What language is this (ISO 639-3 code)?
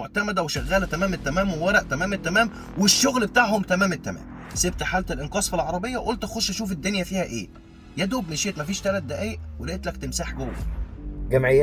arz